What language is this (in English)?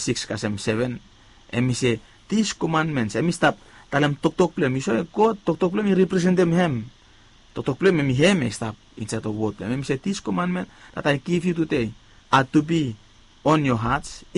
Bislama